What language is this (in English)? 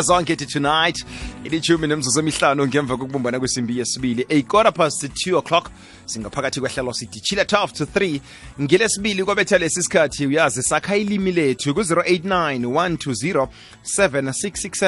South Ndebele